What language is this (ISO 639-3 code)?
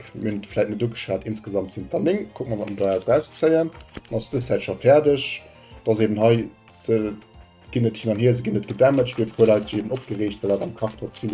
ltz